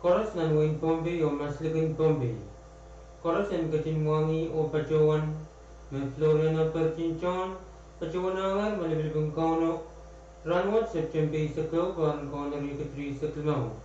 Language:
Pohnpeian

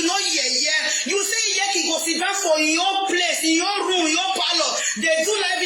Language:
Nigerian Pidgin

